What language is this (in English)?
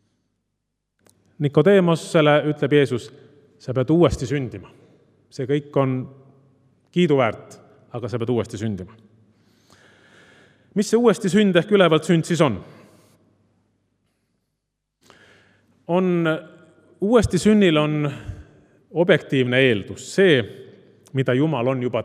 Estonian